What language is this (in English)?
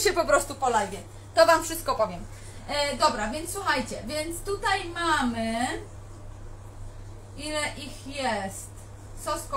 Polish